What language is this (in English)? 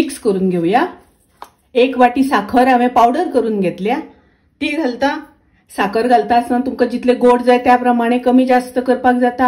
Konkani